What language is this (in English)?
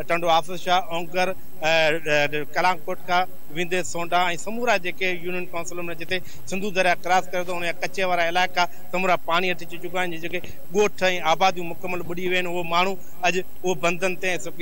Sindhi